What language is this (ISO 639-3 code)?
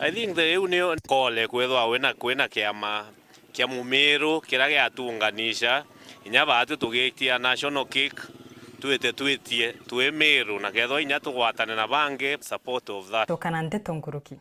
mer